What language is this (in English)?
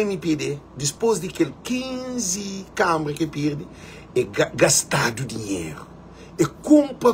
Kabuverdianu